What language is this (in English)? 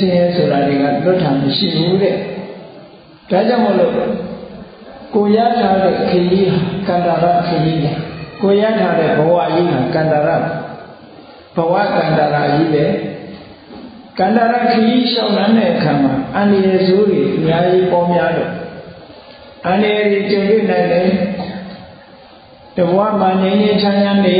Burmese